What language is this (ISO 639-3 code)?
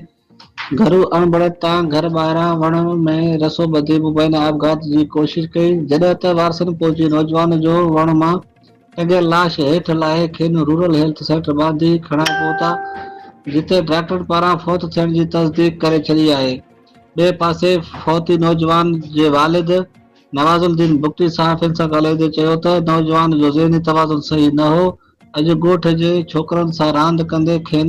snd